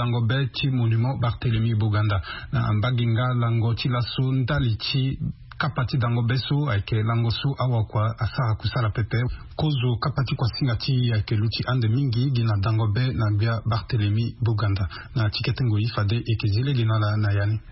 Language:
Sango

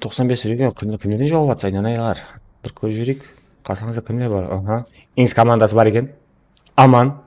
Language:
Kara-Kalpak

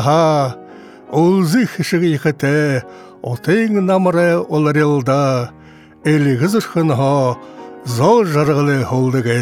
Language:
Buriat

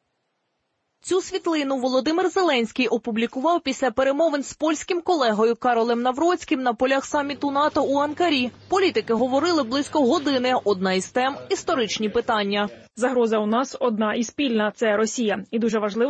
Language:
Ukrainian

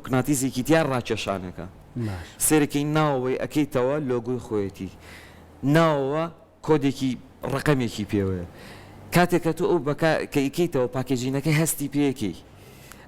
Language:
Central Kurdish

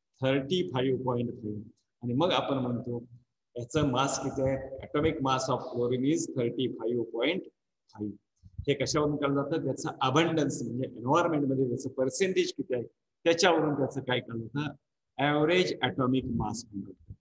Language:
Marathi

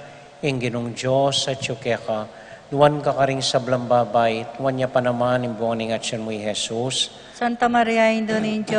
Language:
Pampanga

